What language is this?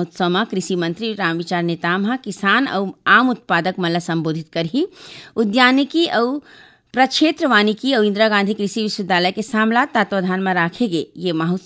Chhattisgarhi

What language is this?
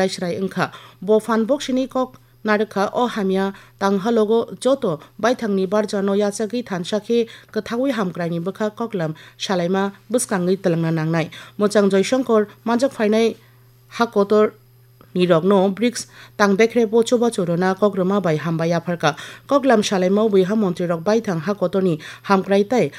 Kok Borok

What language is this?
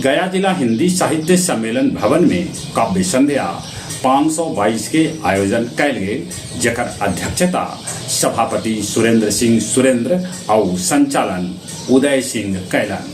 Magahi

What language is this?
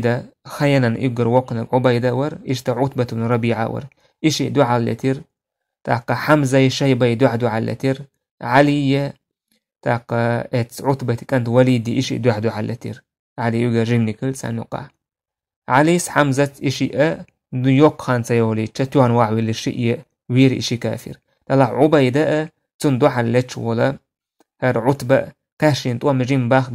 Chechen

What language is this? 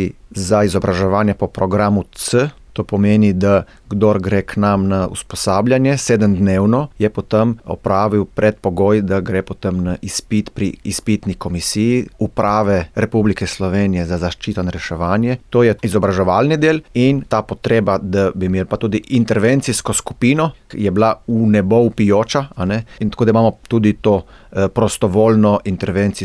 Slovenian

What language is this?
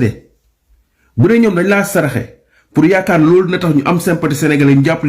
Wolof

